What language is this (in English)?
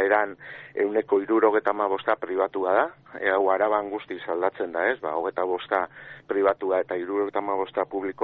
Basque